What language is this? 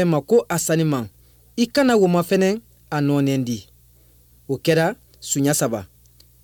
Bambara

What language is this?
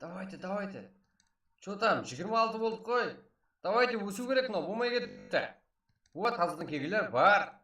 Kara-Kalpak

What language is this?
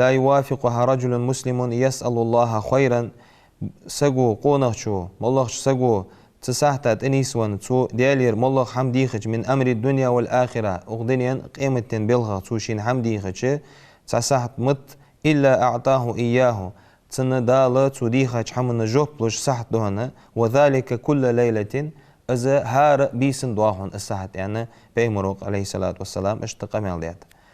Ingush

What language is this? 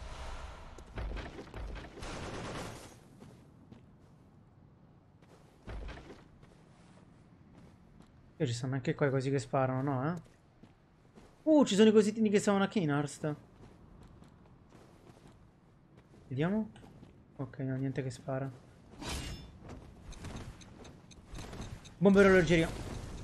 Italian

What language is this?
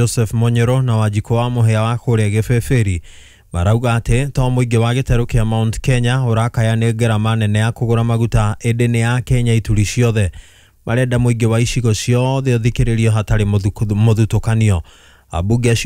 Kikuyu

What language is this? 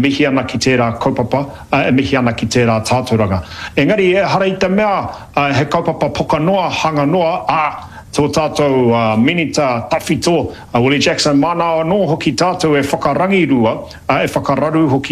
Māori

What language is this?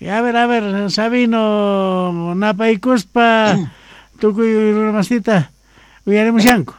South Bolivian Quechua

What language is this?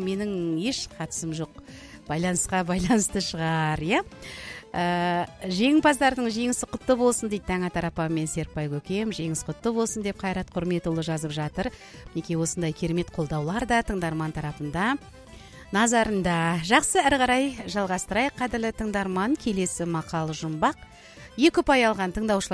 Kazakh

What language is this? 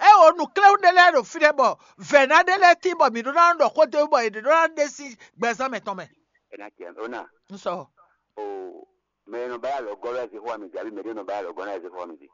Fon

